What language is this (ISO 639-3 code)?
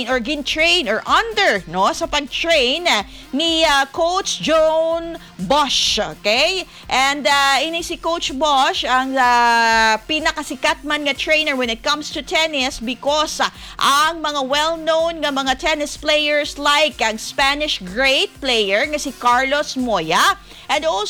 hil